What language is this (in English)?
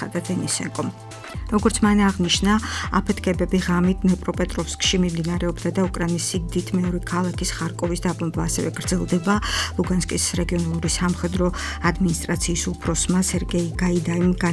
Georgian